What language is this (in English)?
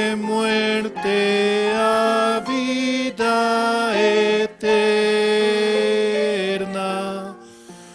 Aymara